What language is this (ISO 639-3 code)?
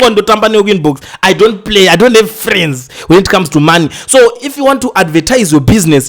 sna